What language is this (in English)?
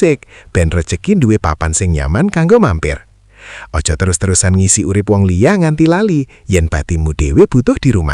Javanese